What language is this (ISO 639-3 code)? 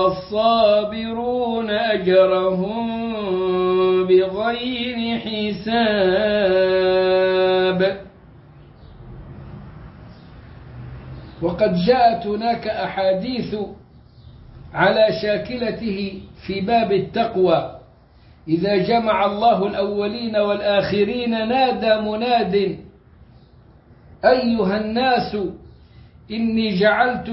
ara